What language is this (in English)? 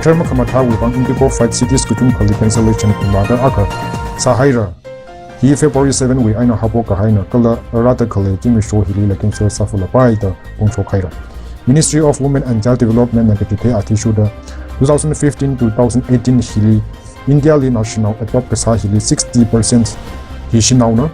Tangkhul Naga (India)